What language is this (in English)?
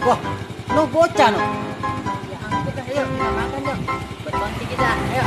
Betawi